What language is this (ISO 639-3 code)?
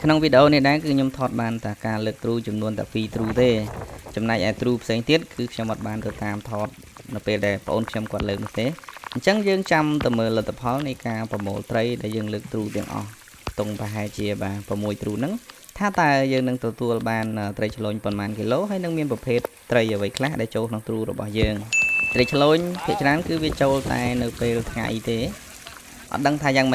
khm